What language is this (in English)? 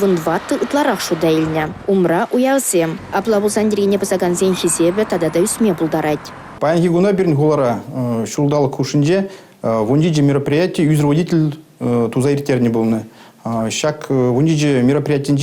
Chuvash